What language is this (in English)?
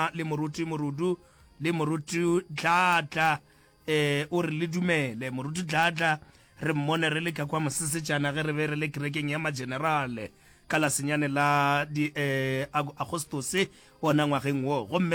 Northern Sotho